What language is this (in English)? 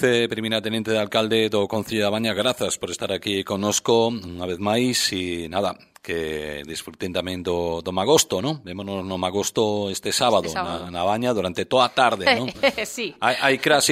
Galician